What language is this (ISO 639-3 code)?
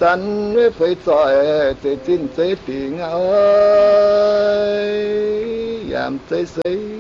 vie